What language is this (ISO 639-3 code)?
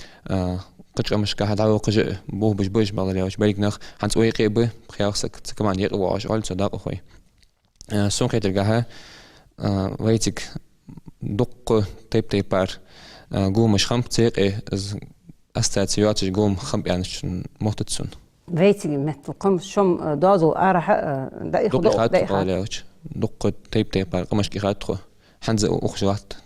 inh